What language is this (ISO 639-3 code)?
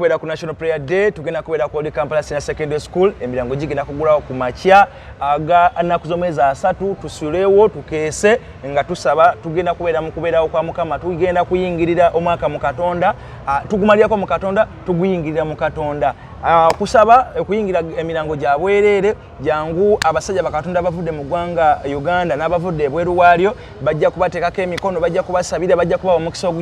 lug